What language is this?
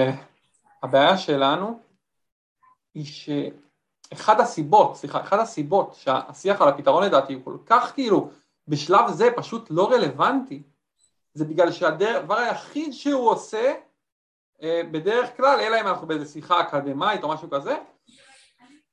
Hebrew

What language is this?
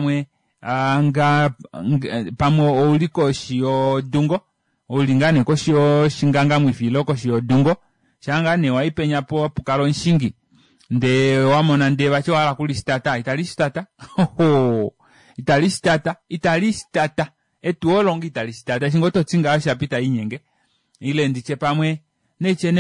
Kuanyama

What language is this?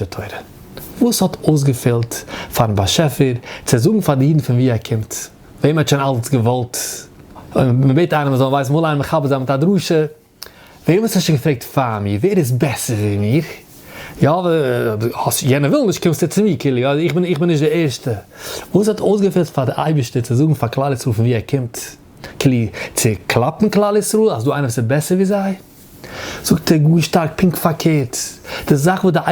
Yiddish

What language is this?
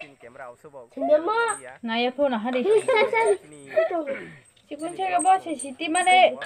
Kok Borok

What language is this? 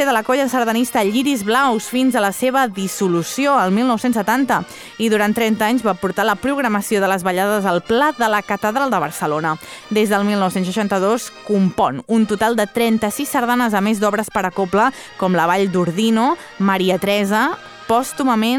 Catalan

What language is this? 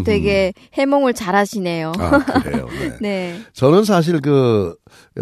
Korean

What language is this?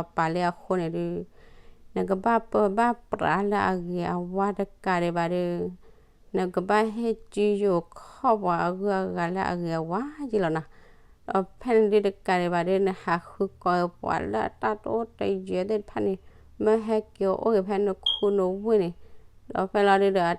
S'gaw Karen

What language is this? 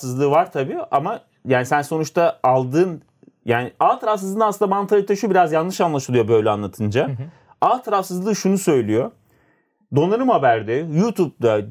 Turkish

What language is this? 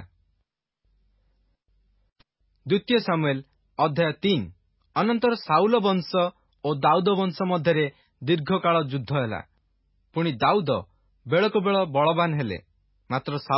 Odia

